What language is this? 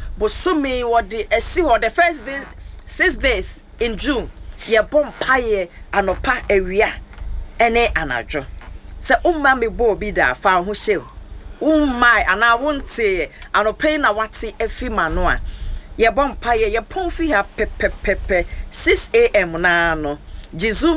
Akan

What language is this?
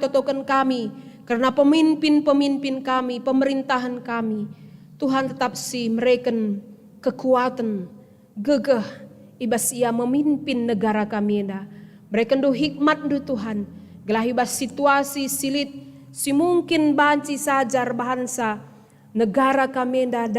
Batak Karo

